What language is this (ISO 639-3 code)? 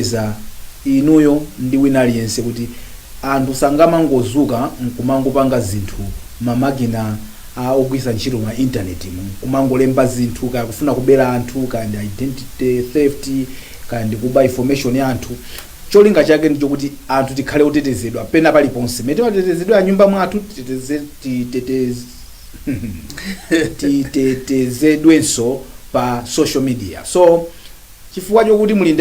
nya